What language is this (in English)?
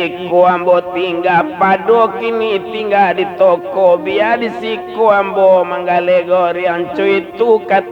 Minangkabau